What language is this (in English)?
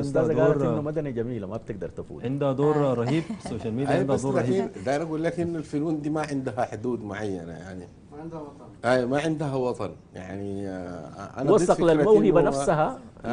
Sudanese Arabic